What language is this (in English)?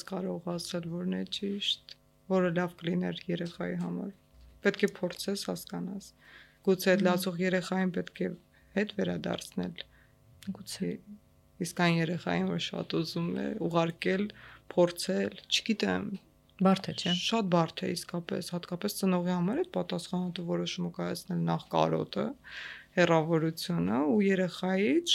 Armenian